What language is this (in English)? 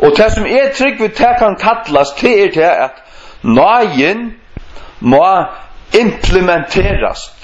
Faroese